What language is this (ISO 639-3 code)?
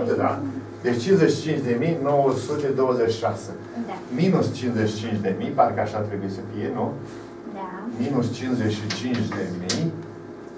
ron